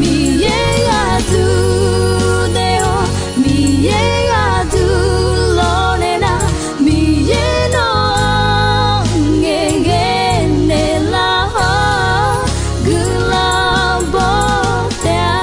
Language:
Akha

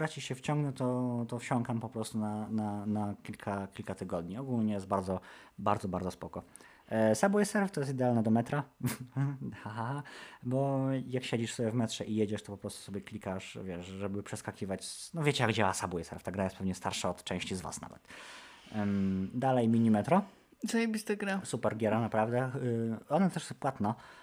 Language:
Polish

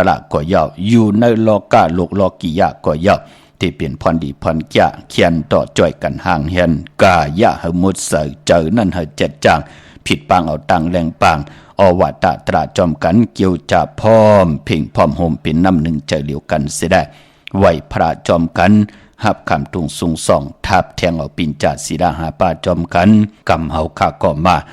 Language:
Shan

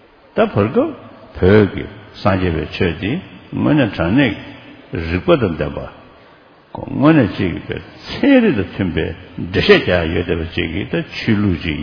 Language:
Tibetan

